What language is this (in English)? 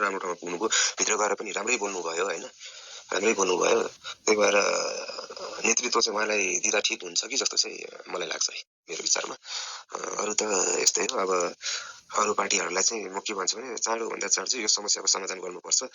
Nepali